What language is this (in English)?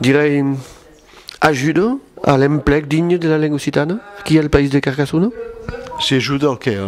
Occitan